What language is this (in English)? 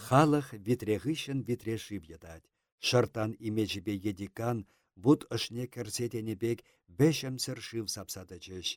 Chuvash